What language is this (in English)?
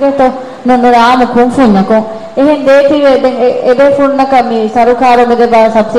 Divehi